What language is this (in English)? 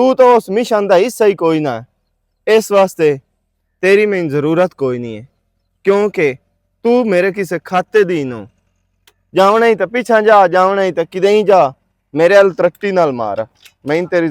Western Panjabi